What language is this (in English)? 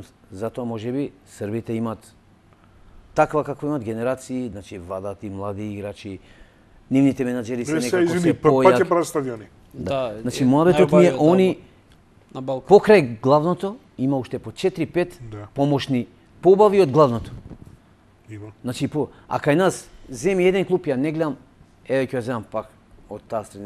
Macedonian